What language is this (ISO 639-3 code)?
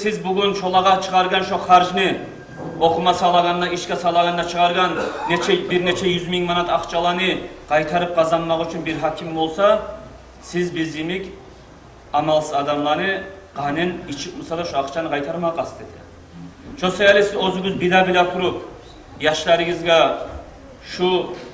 kum